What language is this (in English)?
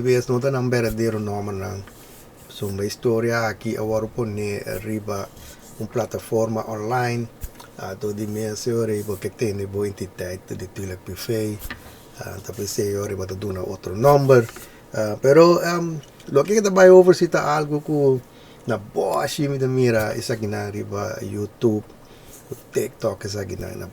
Papiamento